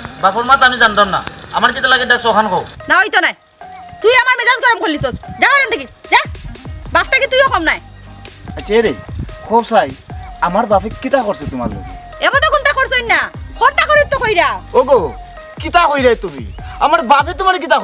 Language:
Sylheti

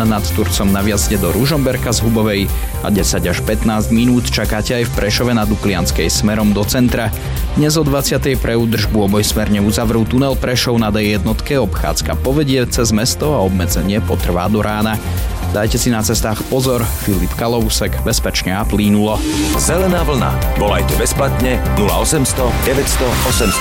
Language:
Slovak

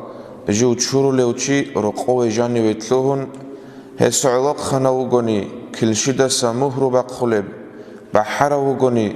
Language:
Avaric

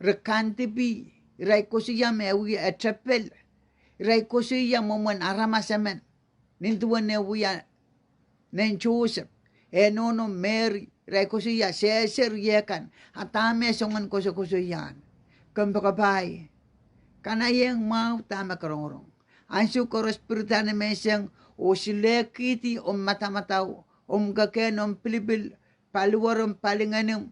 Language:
Pohnpeian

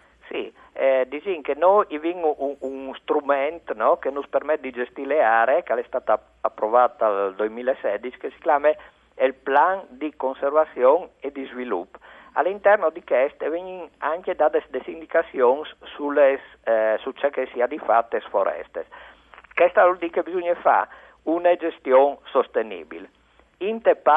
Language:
Friulian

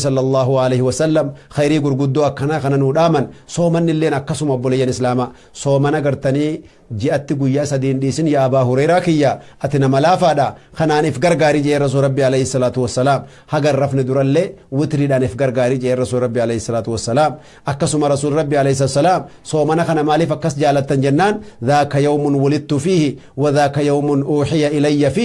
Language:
Oromo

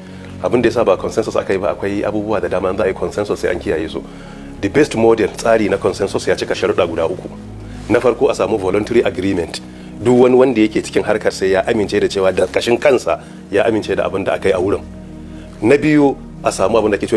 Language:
Hausa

